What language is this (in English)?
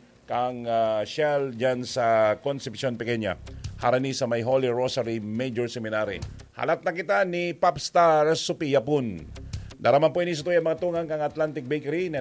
Bikol